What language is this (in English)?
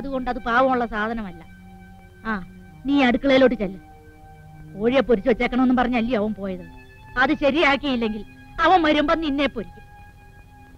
Malayalam